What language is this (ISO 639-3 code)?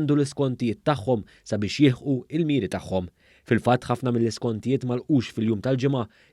mlt